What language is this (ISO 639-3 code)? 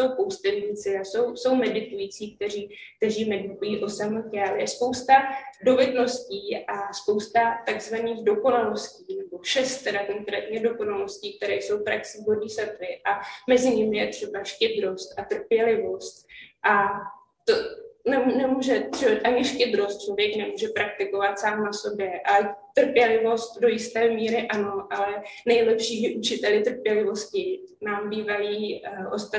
ces